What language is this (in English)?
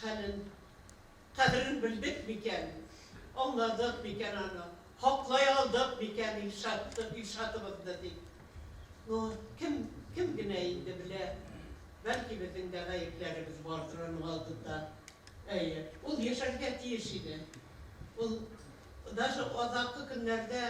Bashkir